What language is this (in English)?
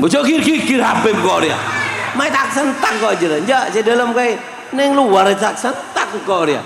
Madurese